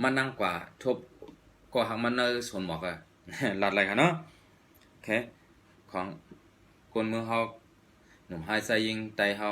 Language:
Shan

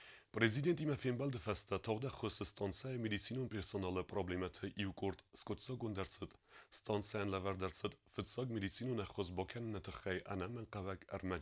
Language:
Ossetic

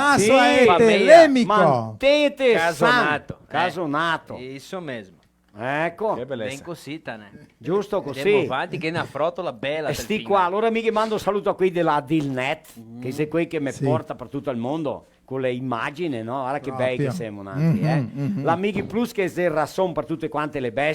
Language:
Venetian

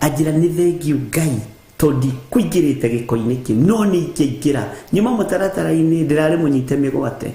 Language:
Kikuyu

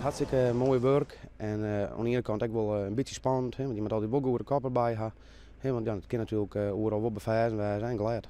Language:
Western Frisian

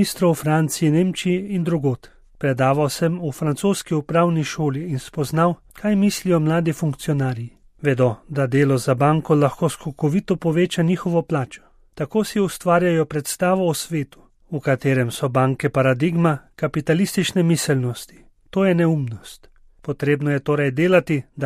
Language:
Slovenian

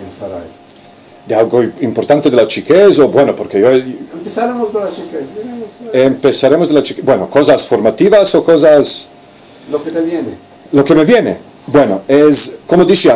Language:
Ladino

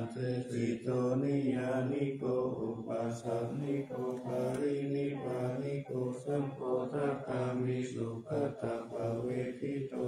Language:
Pali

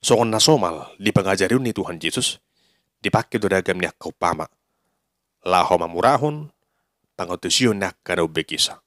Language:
Batak Toba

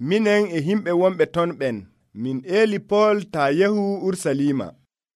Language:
Nigerian Fulfulde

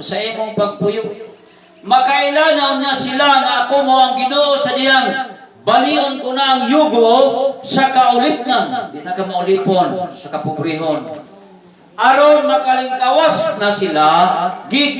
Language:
Cebuano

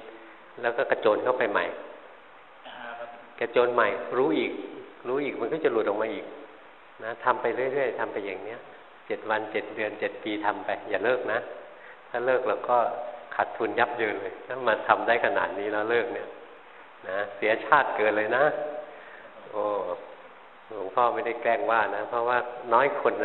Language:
Thai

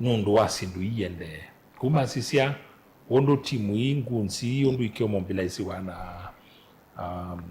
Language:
Kamba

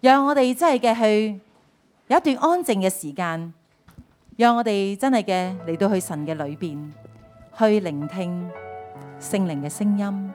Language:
Cantonese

